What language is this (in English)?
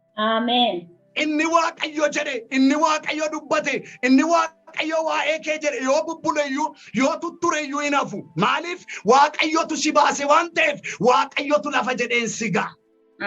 Oromo